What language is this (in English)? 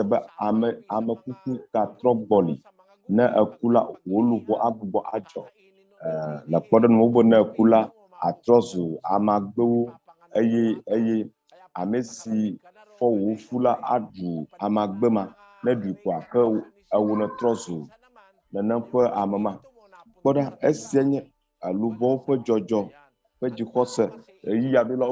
Ewe